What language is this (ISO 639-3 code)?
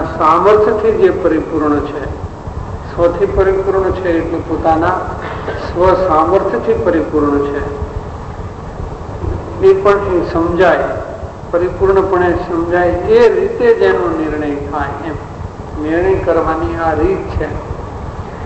guj